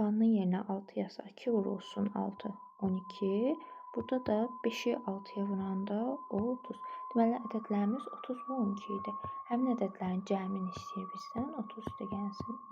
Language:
Azerbaijani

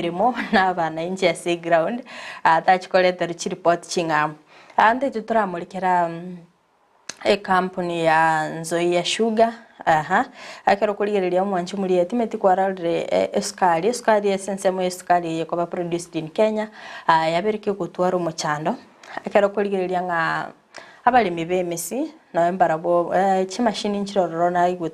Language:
Gusii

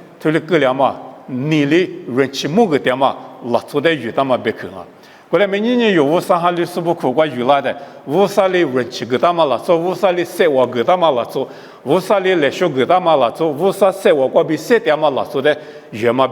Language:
Lisu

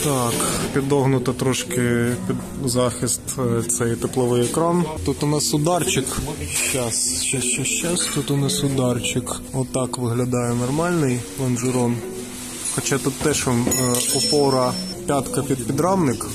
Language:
Ukrainian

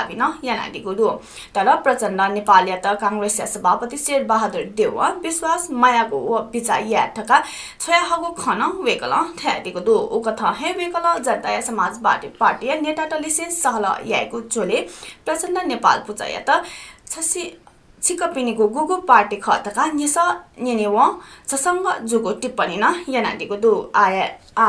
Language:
Newari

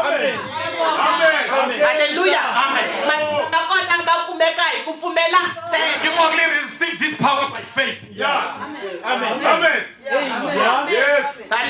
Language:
Tsonga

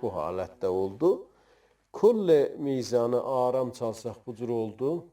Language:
South Azerbaijani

